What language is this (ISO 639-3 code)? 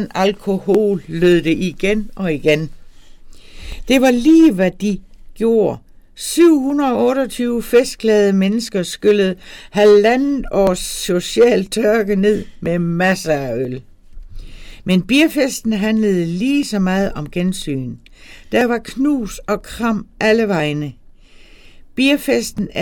dan